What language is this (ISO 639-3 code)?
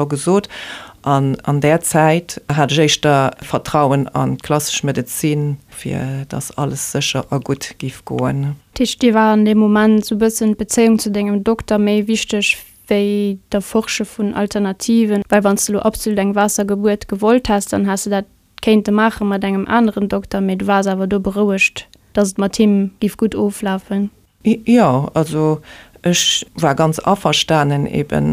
ltz